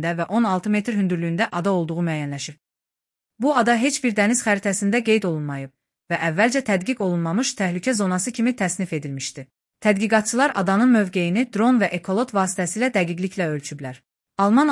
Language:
Azerbaijani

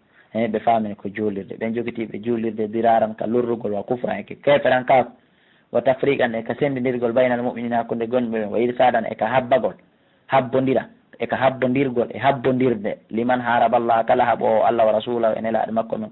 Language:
Fula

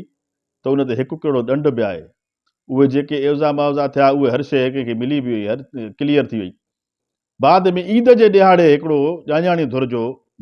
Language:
Sindhi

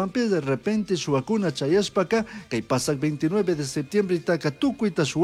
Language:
Chimborazo Highland Quichua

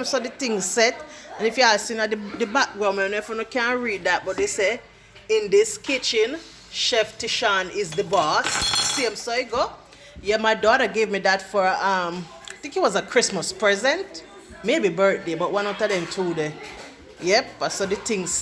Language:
Jamaican Creole English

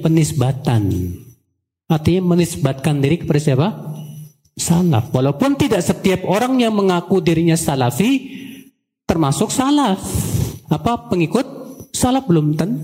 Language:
Indonesian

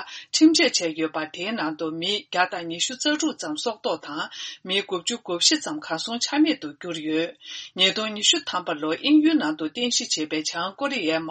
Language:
Tibetan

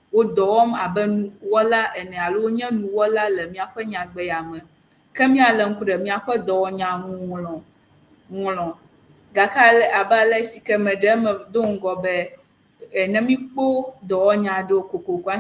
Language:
Ewe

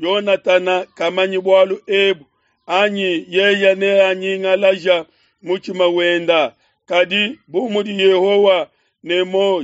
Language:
Luba-Lulua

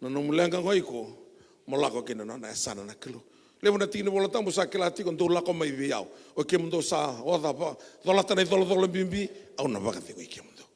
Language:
Fijian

